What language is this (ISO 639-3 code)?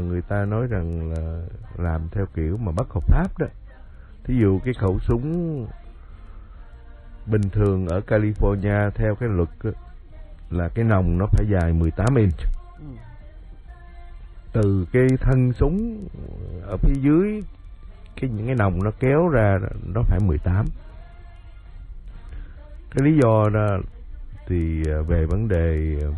vie